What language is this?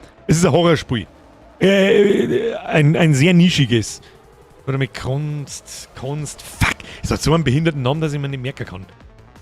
Bavarian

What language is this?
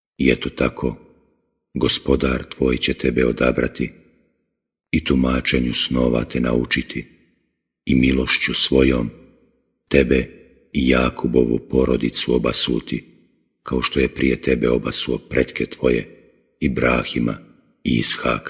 Bosnian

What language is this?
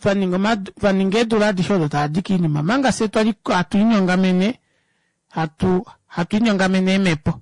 Kuanyama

